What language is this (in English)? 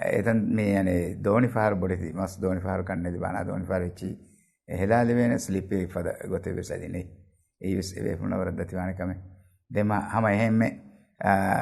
Divehi